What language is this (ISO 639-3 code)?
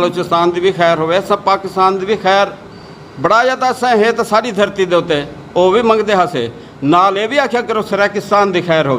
skr